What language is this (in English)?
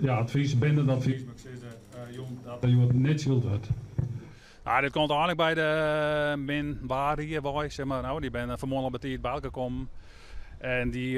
Western Frisian